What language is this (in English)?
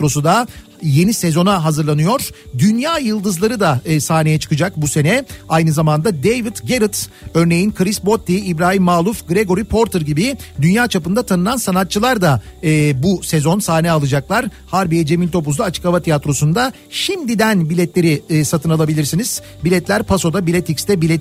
Turkish